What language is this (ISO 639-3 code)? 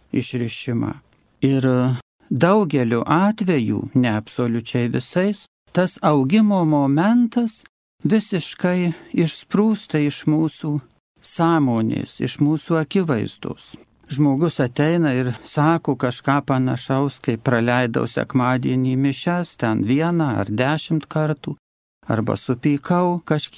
lit